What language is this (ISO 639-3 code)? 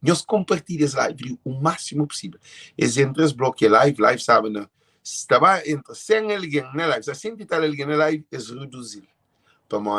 kea